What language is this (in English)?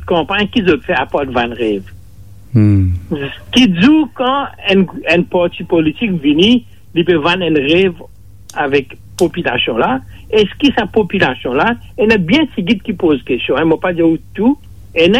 Morisyen